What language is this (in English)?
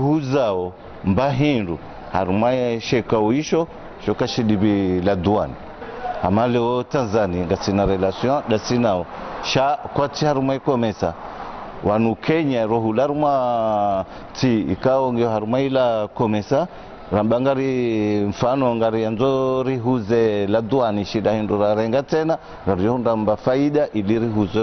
Ngazidja Comorian